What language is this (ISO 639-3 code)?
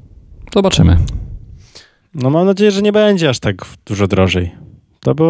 pol